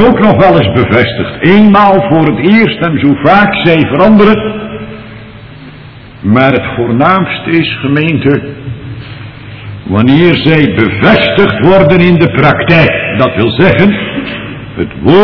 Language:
Dutch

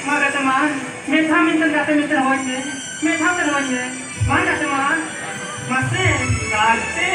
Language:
Santali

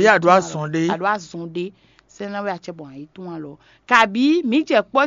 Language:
Fon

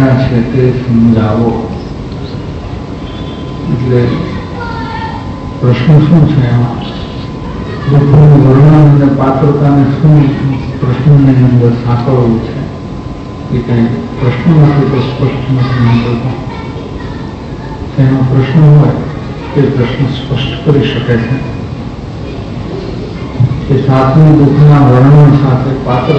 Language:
Gujarati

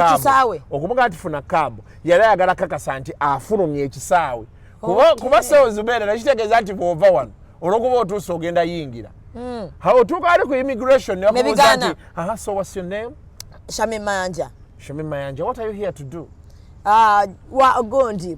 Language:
Ganda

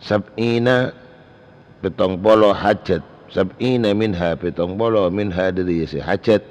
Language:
Madurese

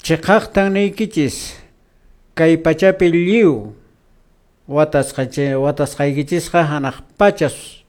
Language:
Quechua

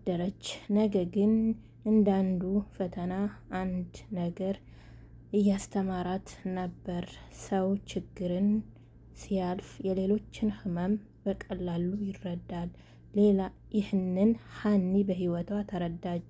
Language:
Amharic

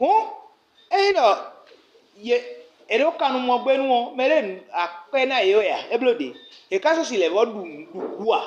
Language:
Fon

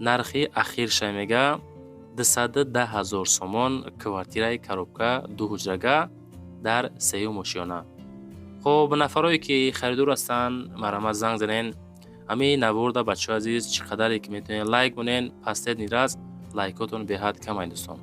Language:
Tajik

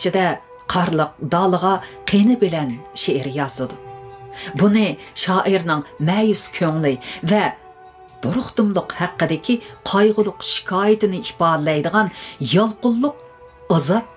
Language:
Uyghur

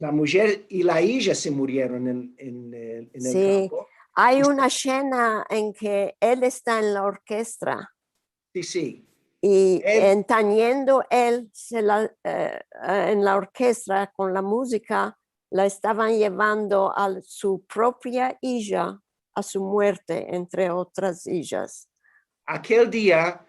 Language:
Ladino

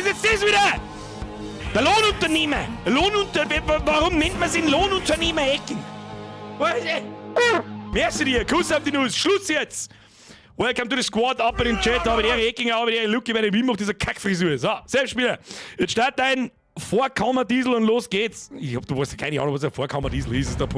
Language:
Bavarian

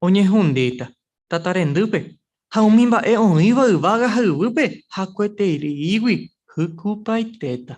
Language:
Guarani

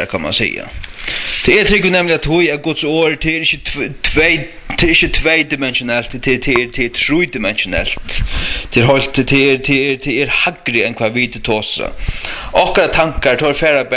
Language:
Faroese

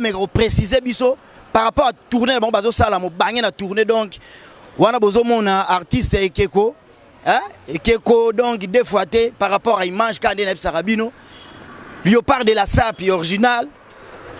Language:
Lingala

